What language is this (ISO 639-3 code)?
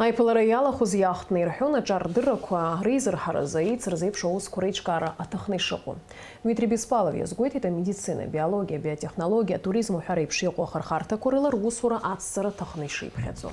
abk